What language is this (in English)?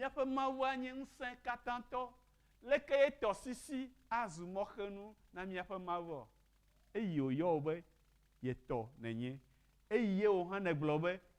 Ewe